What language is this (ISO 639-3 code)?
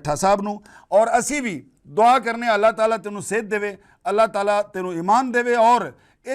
lah